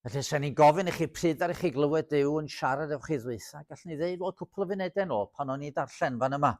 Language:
Welsh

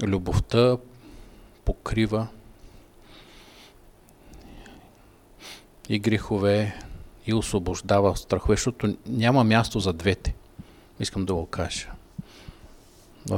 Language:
Bulgarian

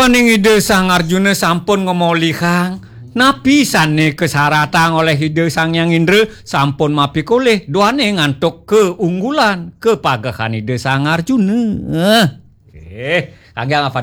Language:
Balinese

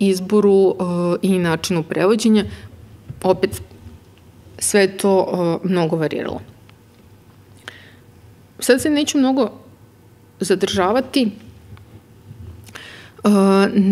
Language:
Serbian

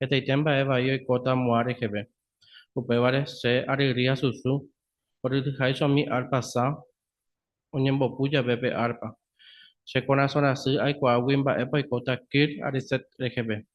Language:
Guarani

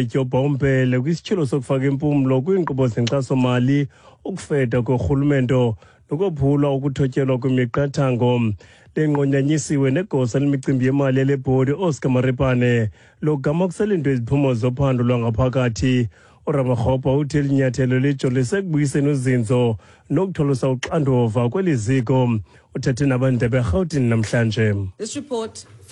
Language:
Xhosa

